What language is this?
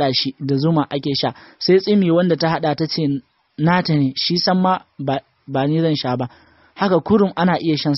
Hausa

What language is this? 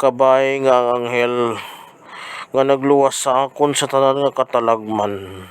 Hiligaynon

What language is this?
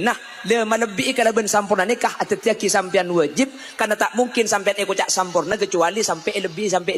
Madurese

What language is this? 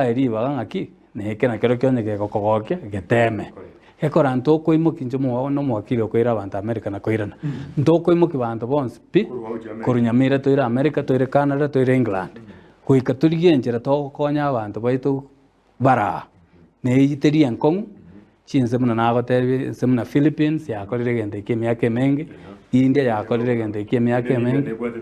Gusii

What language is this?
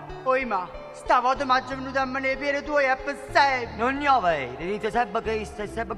Neapolitan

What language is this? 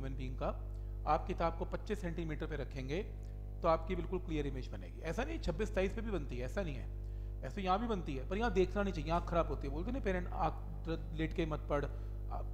Hindi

